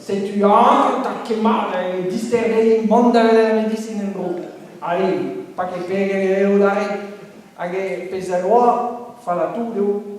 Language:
Breton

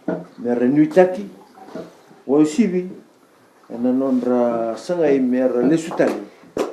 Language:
Fijian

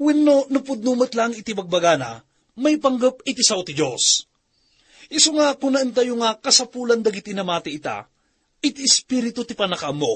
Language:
Iloko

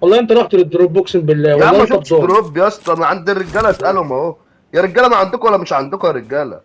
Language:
Egyptian Arabic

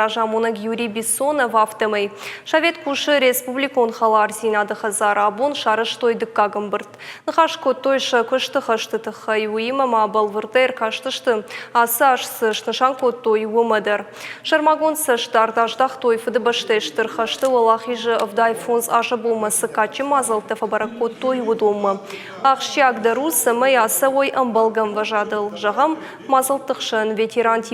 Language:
Ossetic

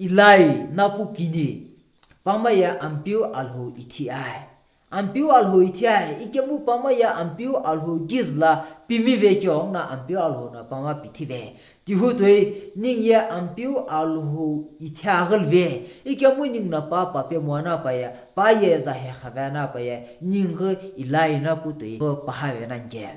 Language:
Sumi Naga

